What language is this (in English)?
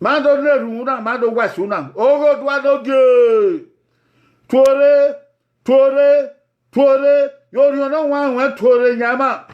Bini